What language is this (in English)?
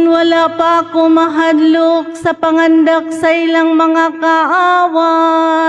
Cebuano